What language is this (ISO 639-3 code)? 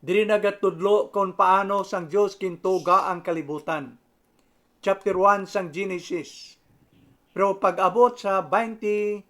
hil